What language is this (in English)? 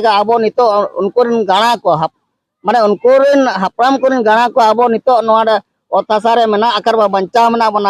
Santali